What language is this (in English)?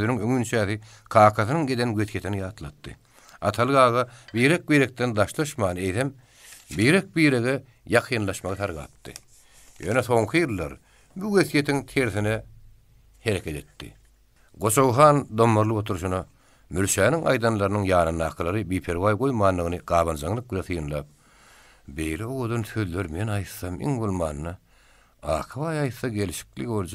Turkmen